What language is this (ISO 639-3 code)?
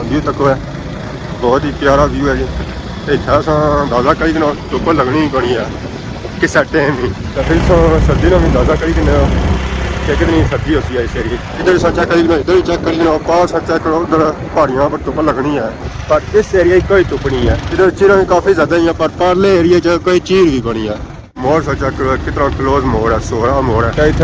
phr